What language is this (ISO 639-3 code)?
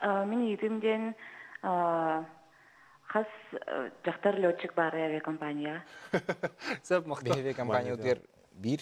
sah